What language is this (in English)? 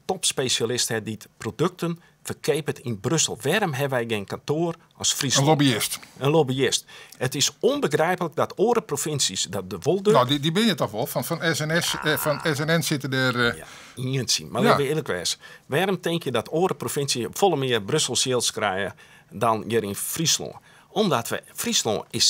Western Frisian